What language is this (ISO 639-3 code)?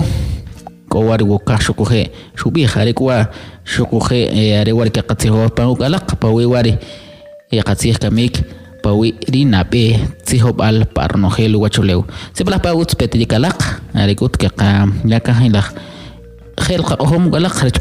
quc